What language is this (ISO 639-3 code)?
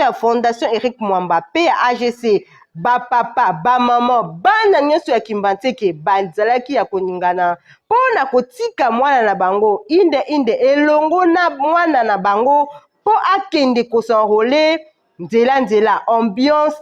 lin